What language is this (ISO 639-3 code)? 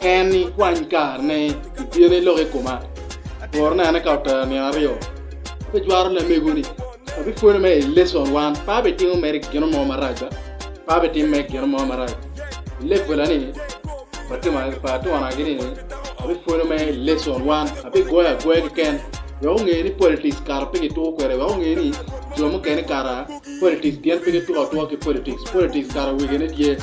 ach